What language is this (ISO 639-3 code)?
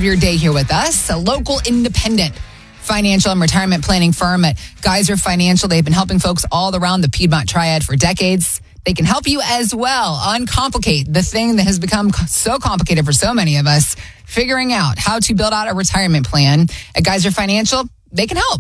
eng